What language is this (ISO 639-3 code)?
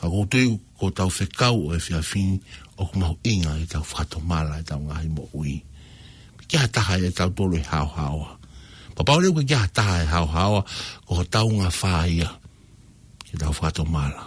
ton